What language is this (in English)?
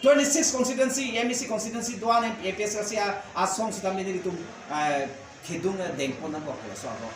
Karbi